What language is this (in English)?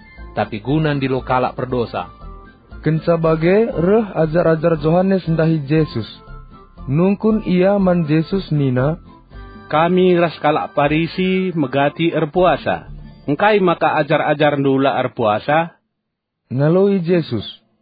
Batak Karo